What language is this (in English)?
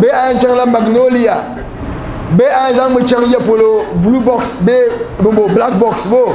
Dagbani